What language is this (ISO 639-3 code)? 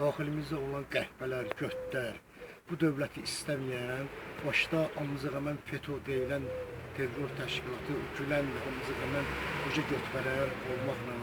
aze